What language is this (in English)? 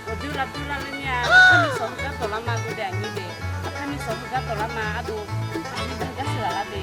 Akha